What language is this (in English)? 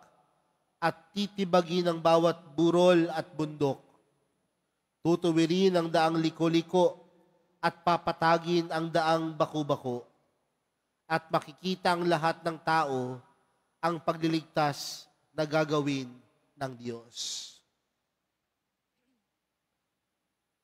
Filipino